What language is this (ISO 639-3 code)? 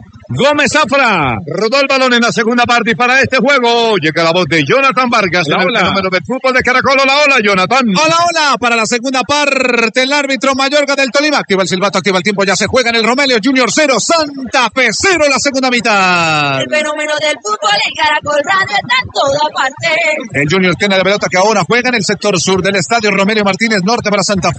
spa